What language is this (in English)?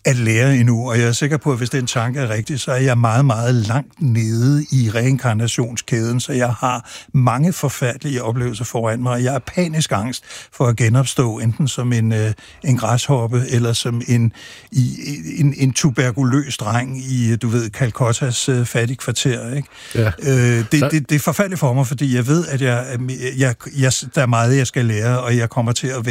Danish